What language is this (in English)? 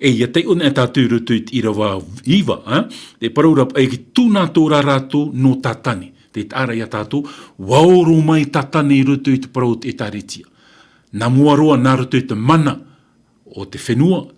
Tahitian